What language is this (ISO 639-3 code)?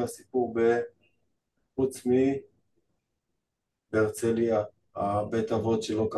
heb